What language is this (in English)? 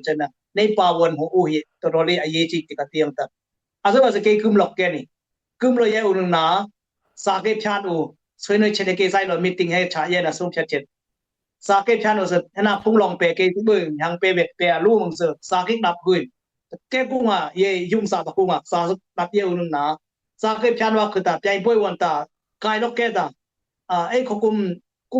Dimasa